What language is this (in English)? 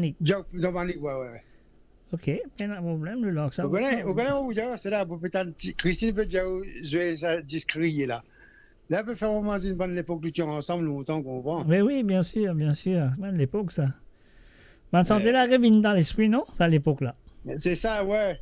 Morisyen